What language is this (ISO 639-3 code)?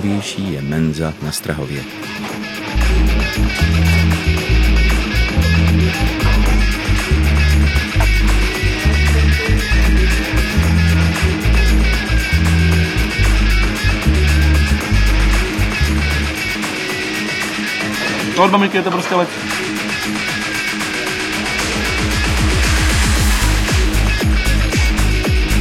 ces